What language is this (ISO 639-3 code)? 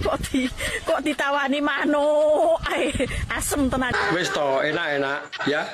jav